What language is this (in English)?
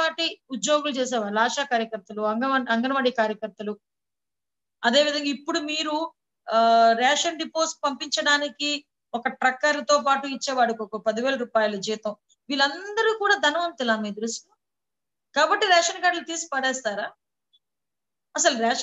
Telugu